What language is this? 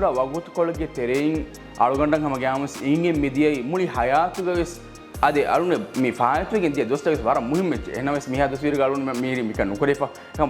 Divehi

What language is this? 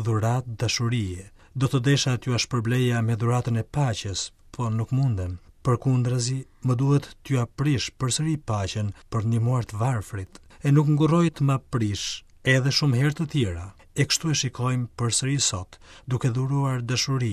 Albanian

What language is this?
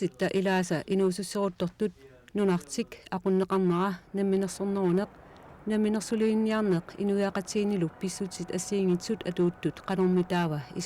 Kalaallisut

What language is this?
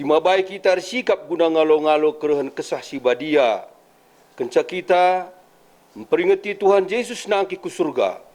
Batak Karo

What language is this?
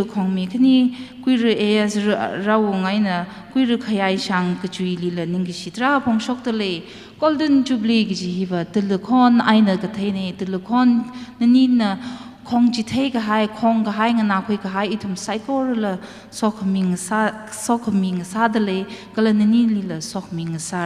Tangkhul Naga (India)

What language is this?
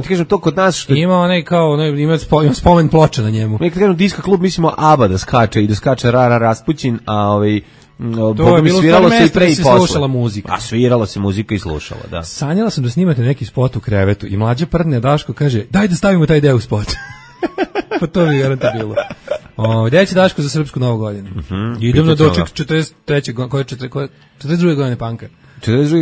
Serbian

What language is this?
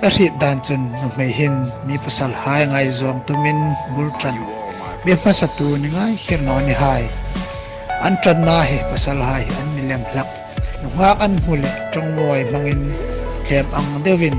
Hmar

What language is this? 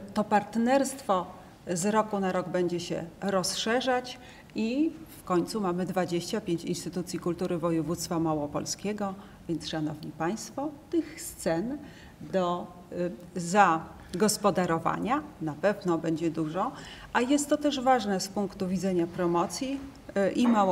Polish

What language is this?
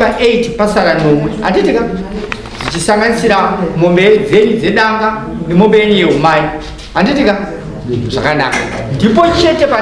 Shona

